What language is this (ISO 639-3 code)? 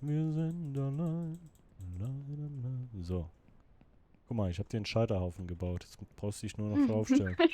gsw